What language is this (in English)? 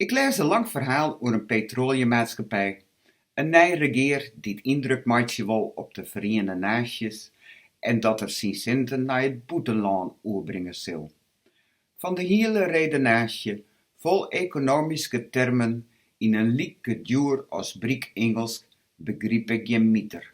Western Frisian